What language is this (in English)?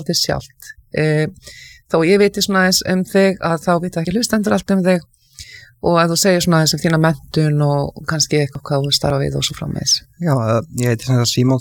Icelandic